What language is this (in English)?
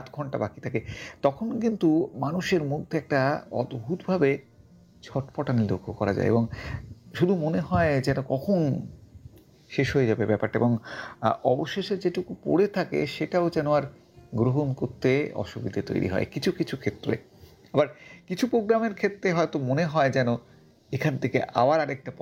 Bangla